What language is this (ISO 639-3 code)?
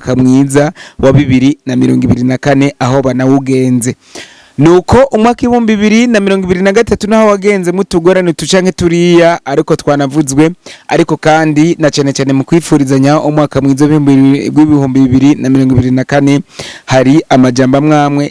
run